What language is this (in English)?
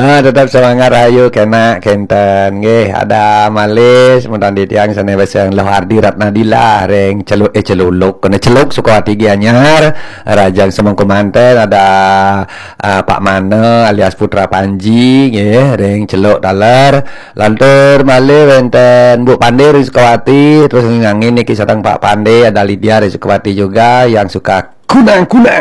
Balinese